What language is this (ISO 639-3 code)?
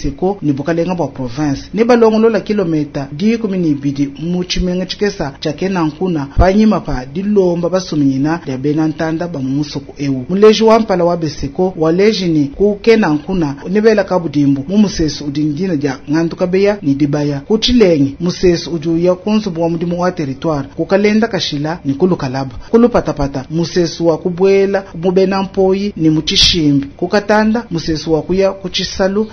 lua